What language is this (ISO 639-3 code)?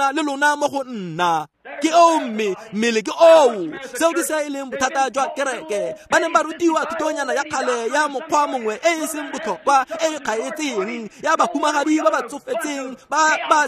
tsn